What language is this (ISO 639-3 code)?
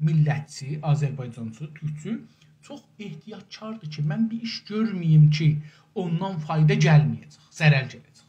azb